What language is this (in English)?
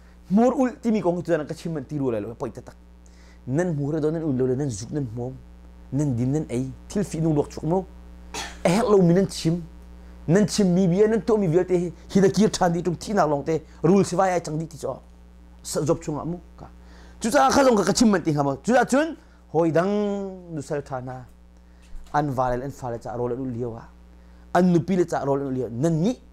Hakha Chin